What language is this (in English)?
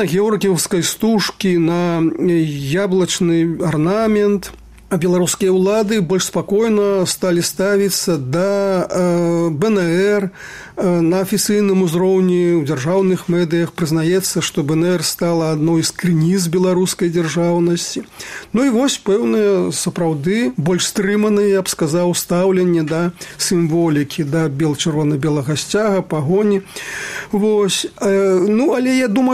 Belarusian